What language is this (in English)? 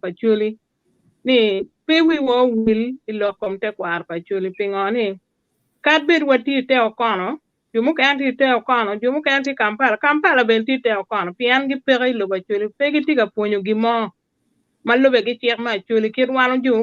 Acoli